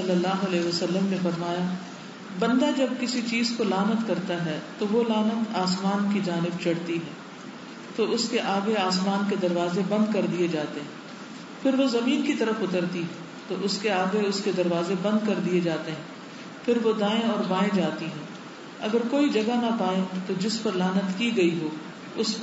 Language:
Urdu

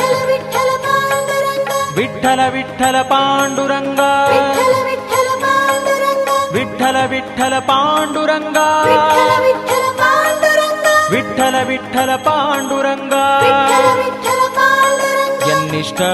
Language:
Kannada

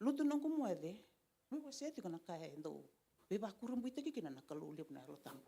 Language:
Fijian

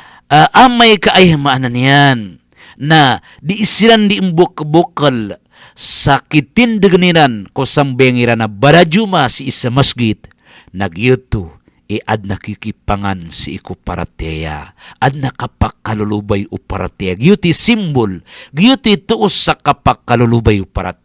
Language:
Maranao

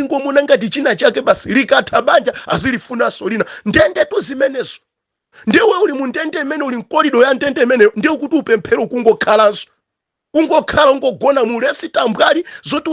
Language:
Nyanja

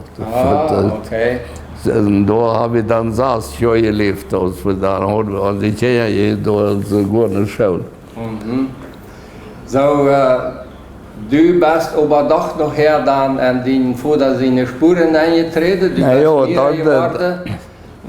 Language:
Plautdietsch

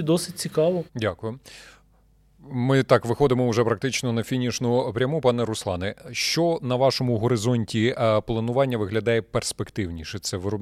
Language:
Ukrainian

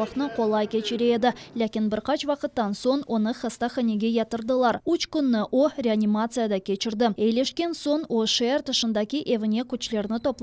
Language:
Crimean Tatar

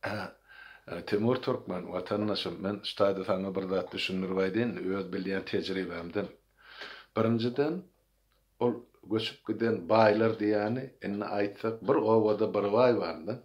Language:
Turkmen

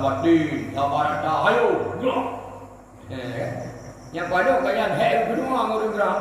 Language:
Achinese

